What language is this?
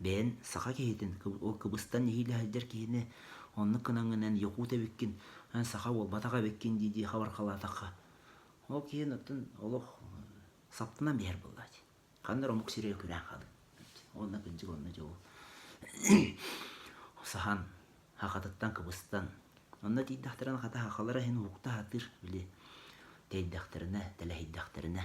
Yakut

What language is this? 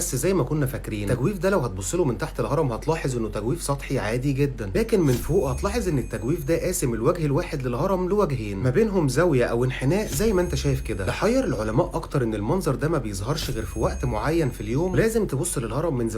Egyptian Arabic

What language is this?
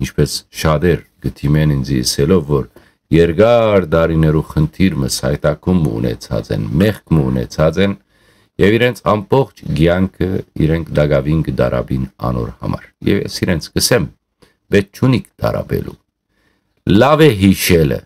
Western Armenian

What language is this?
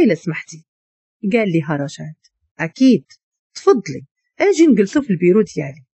Moroccan Arabic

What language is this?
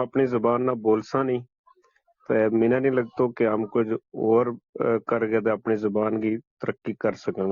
Gujari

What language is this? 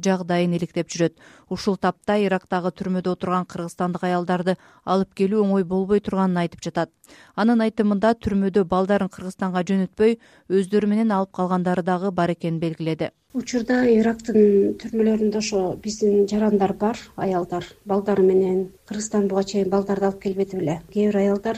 Kyrgyz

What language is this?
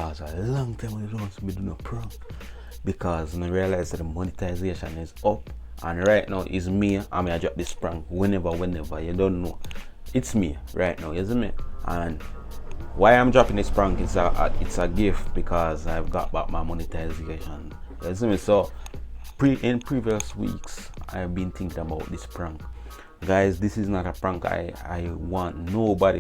Jamaican Creole English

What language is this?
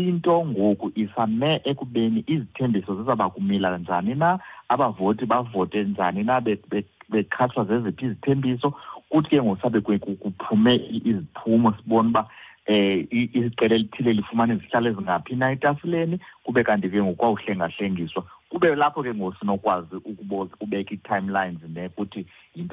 Xhosa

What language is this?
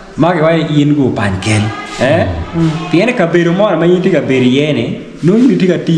Acoli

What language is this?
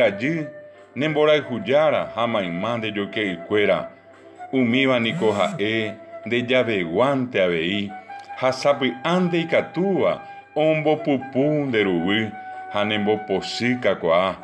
Guarani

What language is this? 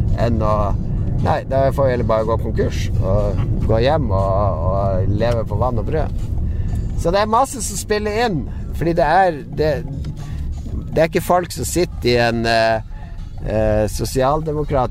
Norwegian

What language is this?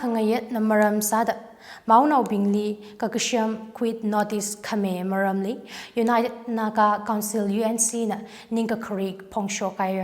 Tangkhul Naga (India)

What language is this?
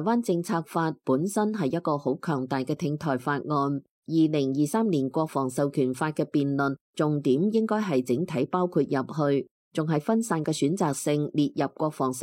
Cantonese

